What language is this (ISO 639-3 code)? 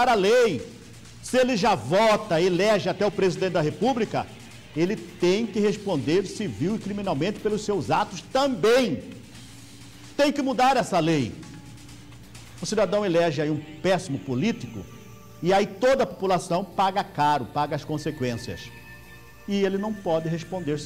por